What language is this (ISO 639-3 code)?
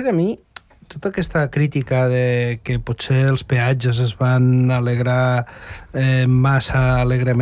cat